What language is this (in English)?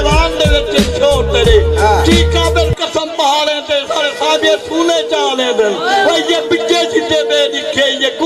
Saraiki